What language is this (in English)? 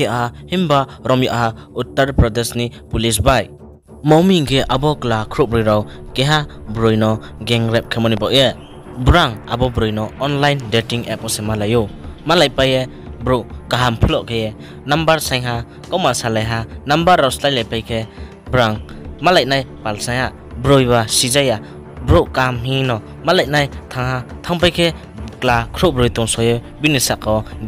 Riang (India)